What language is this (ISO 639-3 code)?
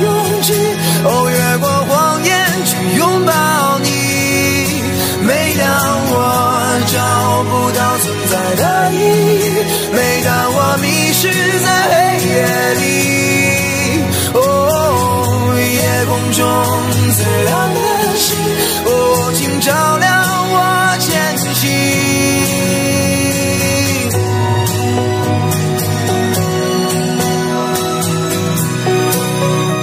zho